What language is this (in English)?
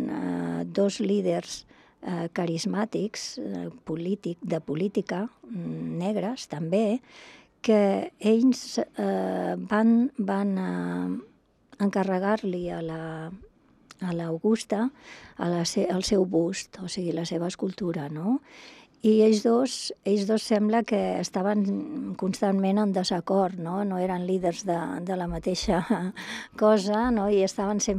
Catalan